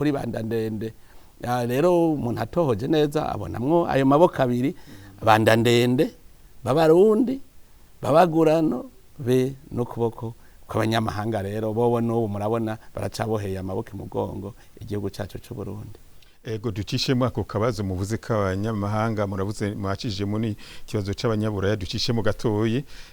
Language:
Rundi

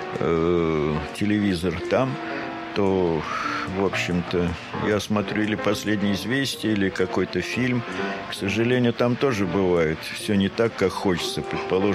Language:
Russian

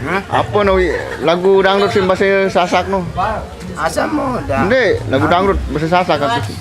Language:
Sasak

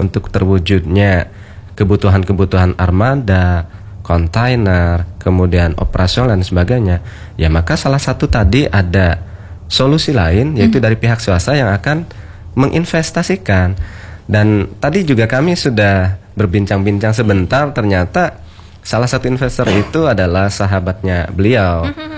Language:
Indonesian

